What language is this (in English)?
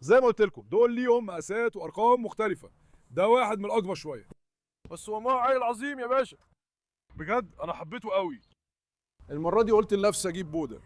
Egyptian Arabic